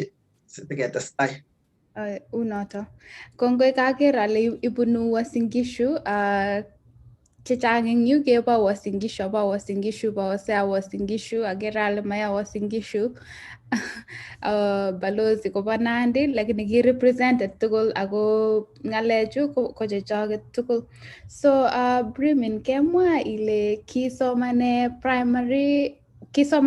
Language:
Kalenjin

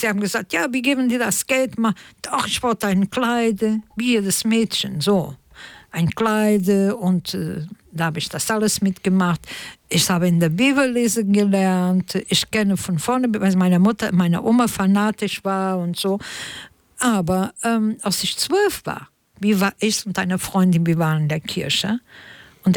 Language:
German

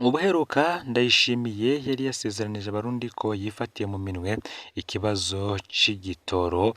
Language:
Rundi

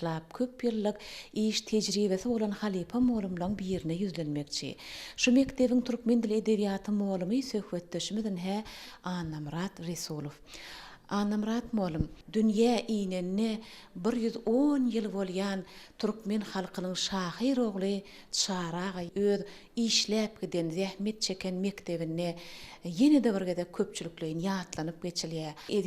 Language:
Turkmen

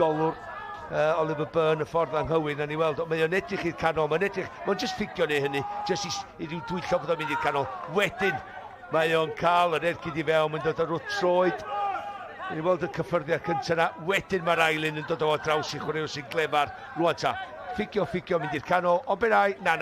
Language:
Welsh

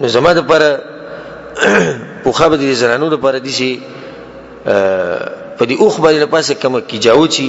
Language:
Pashto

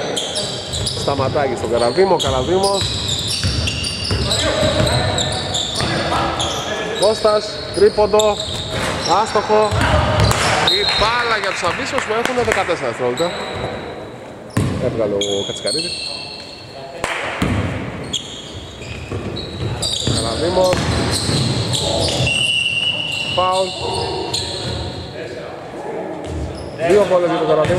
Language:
Greek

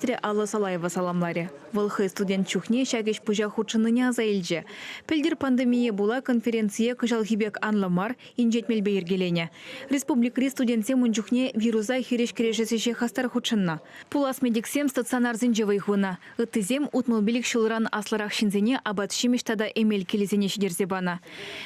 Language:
Chuvash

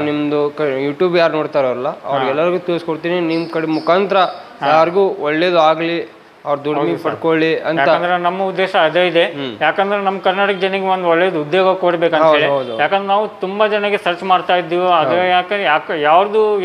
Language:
Kannada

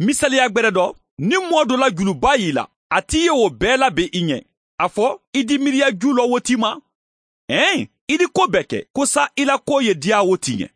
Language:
Mandingo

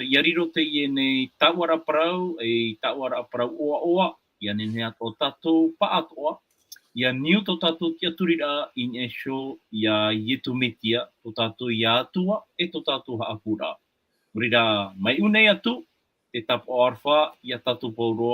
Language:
Tahitian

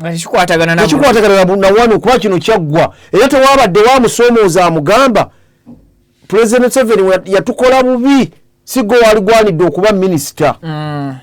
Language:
Ganda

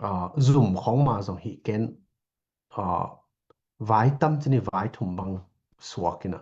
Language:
Tedim Chin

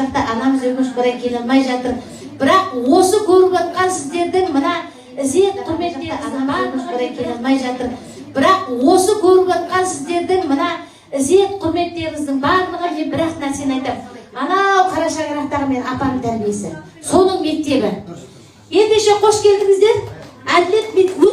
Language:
Kazakh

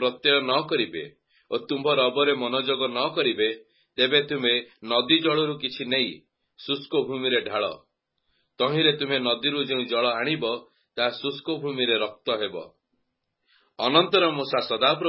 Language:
Odia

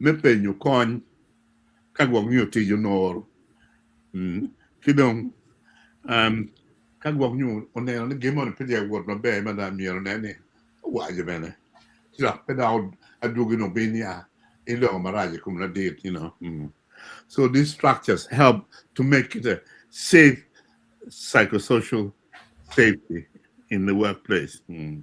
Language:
Acoli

